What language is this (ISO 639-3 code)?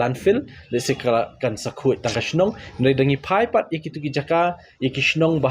kha